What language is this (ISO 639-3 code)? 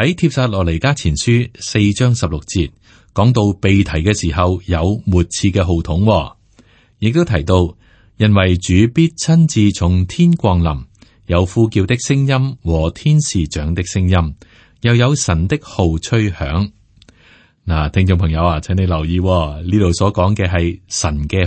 yue